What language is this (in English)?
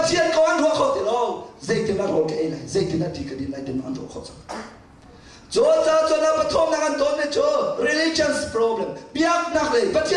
Hakha Chin